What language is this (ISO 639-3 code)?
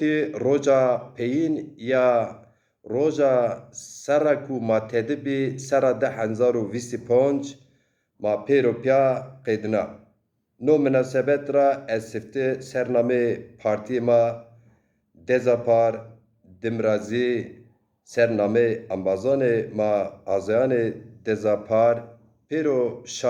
zza